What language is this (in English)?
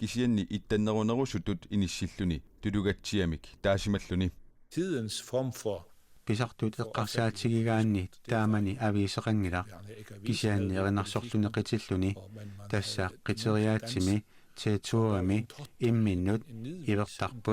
Kalaallisut